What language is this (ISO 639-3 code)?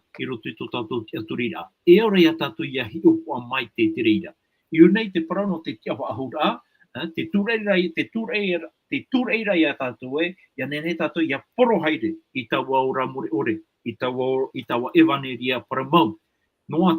tah